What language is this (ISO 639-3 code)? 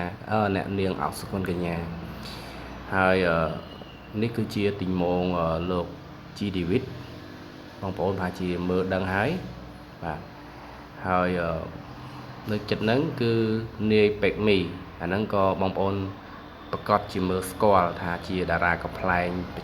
khm